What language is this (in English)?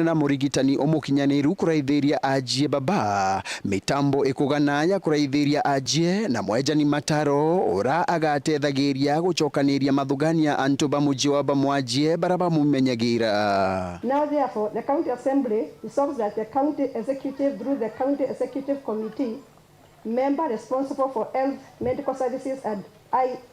Meru